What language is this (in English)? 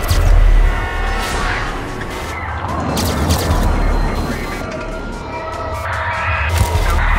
Finnish